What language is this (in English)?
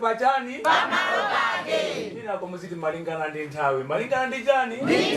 Nyanja